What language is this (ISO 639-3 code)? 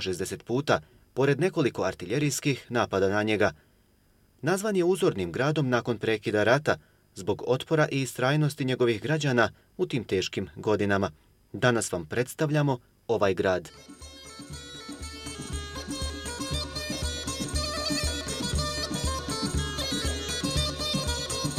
bos